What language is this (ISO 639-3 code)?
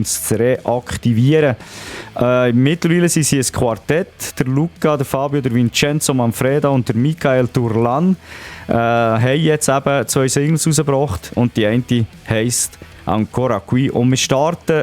gsw